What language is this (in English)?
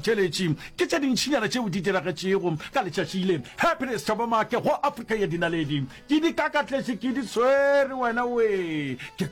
Northern Sotho